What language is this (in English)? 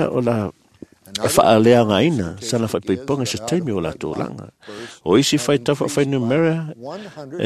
Samoan